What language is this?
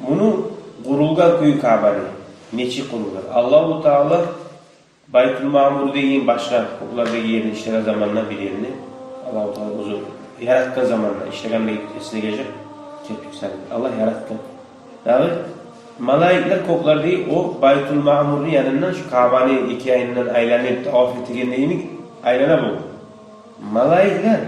Kumyk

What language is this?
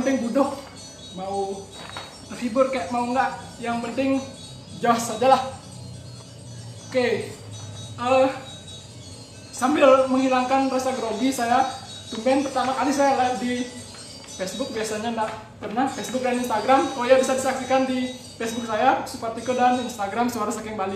Indonesian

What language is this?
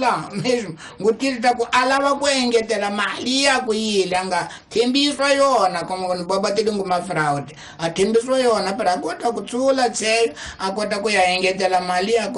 Tsonga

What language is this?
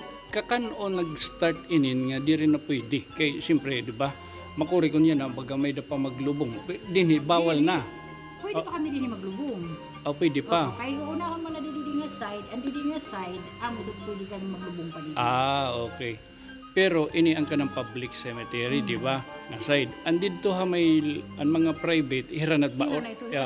Waray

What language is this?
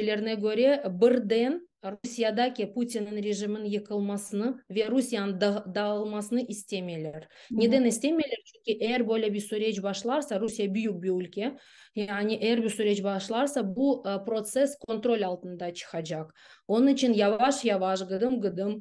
Crimean Tatar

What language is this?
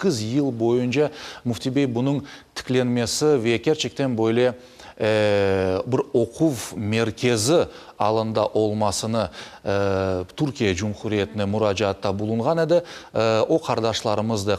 Crimean Tatar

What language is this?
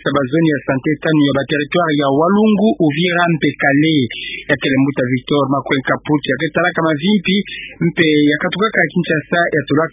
Kituba (Democratic Republic of Congo)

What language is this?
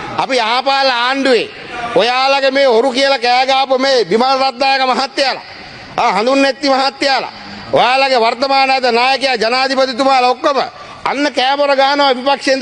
Sinhala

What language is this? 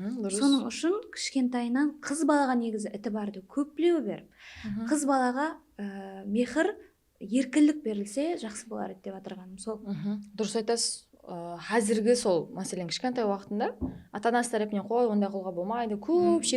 Kara-Kalpak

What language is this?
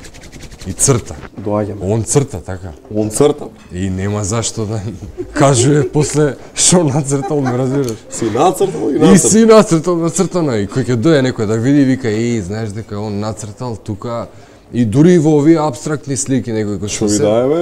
Macedonian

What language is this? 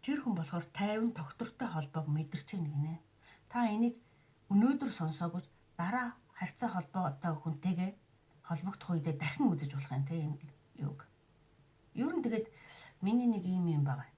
Mongolian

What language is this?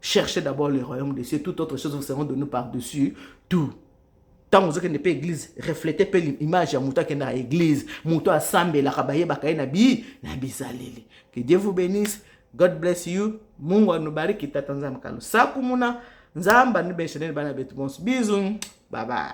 Lingala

